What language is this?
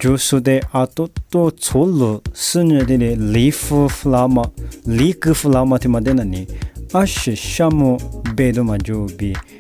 Lisu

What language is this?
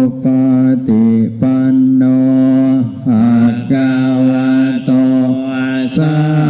Pali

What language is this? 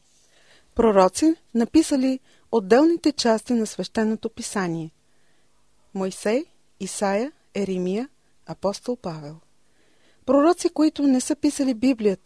Bulgarian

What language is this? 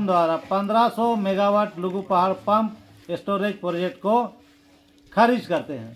Santali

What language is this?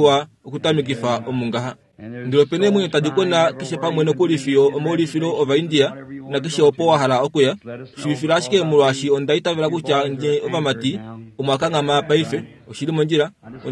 Kuanyama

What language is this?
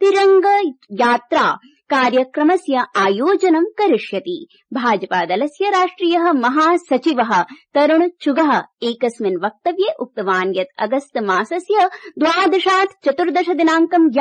Sanskrit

